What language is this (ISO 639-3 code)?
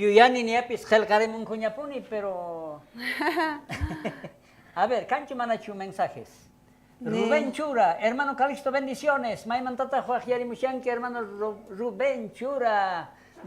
quh